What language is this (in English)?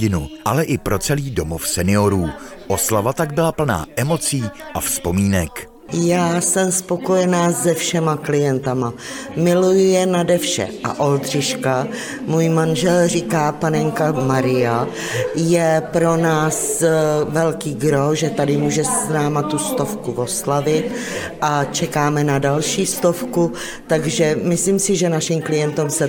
Czech